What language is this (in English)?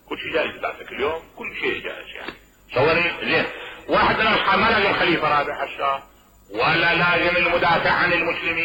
Mesopotamian Arabic